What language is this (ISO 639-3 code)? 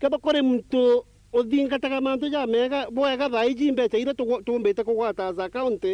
mer